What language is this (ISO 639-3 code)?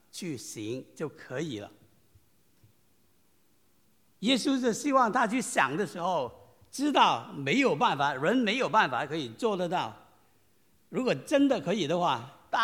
zho